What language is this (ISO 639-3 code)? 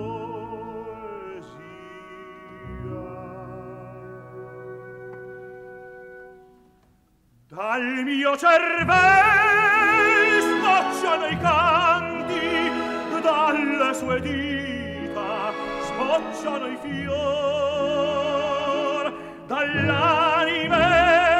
ita